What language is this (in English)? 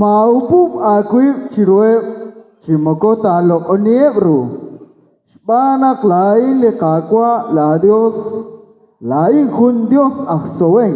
Kekchí